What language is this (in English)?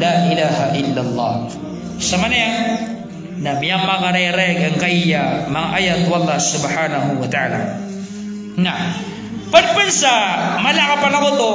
Maranao